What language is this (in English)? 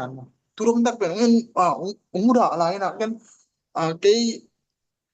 Tedim Chin